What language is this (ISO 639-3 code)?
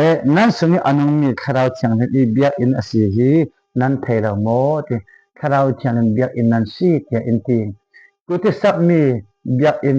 cfm